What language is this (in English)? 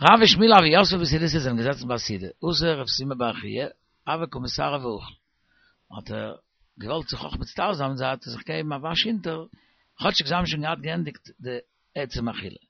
Yiddish